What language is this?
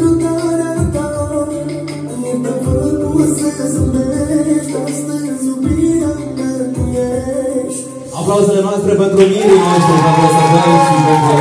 Romanian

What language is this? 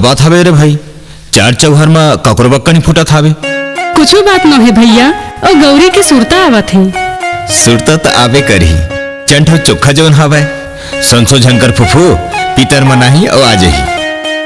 Chhattisgarhi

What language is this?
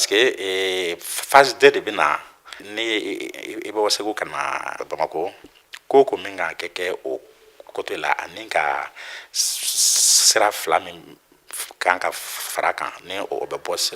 Bambara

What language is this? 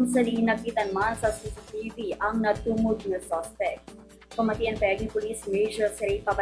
Hiligaynon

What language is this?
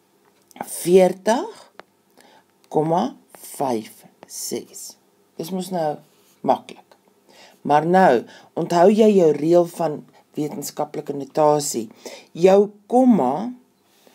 Afrikaans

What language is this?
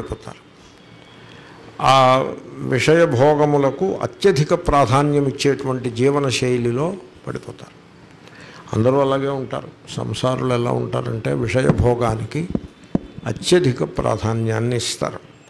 Telugu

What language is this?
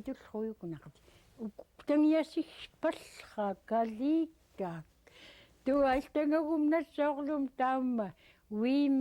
Central Yupik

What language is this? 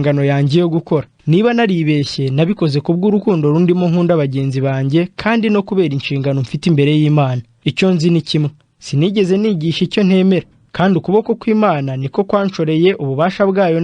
Kinyarwanda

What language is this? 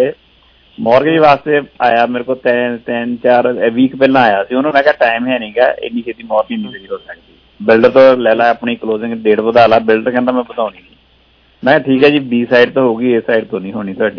Punjabi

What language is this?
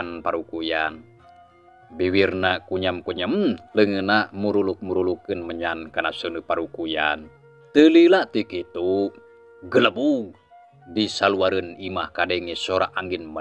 Sundanese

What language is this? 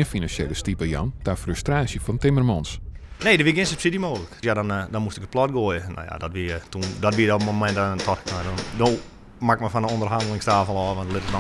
Western Frisian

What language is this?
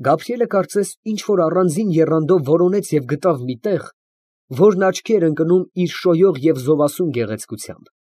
Armenian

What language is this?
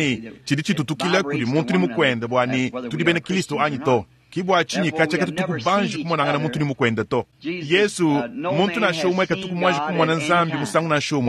Luba-Lulua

